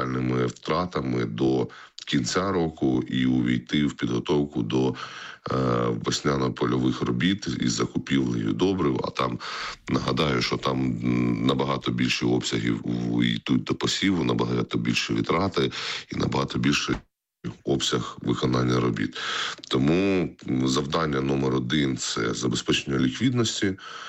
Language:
Ukrainian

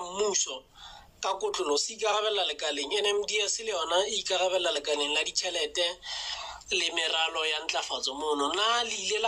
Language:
Southern Sotho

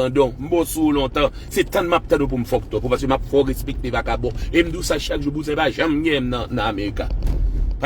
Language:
Haitian Creole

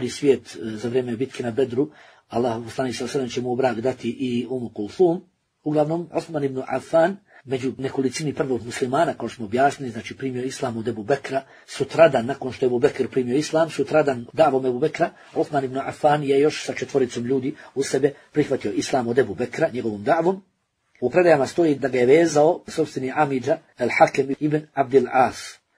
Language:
Bosnian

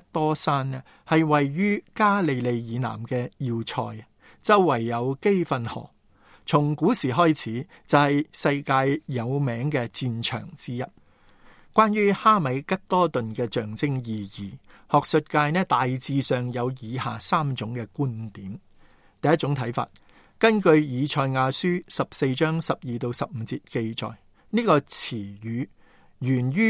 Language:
Cantonese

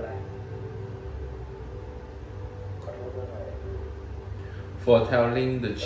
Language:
Thai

